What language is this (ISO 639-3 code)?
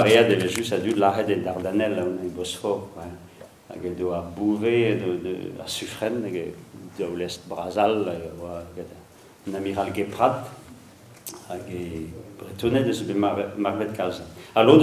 bre